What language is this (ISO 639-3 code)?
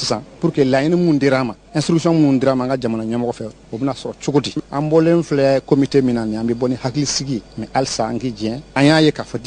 bam